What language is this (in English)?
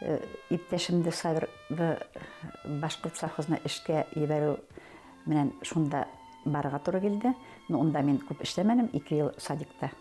Bashkir